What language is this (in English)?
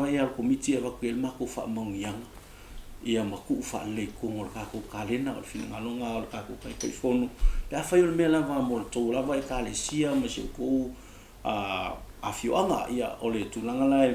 Samoan